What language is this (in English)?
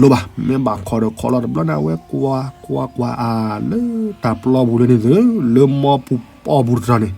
S'gaw Karen